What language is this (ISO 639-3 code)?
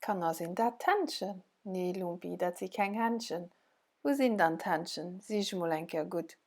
ltz